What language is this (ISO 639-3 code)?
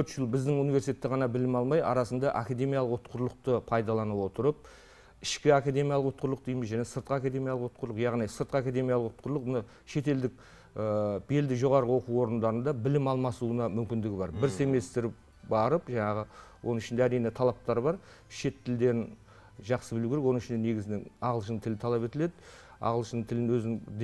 kaz